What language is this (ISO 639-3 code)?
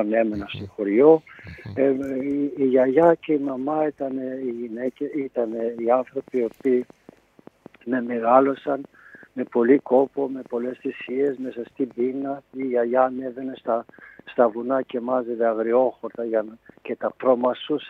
ell